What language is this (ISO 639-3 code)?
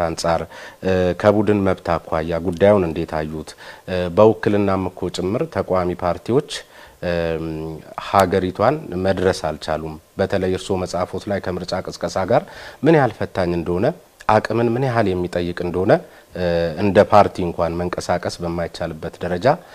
amh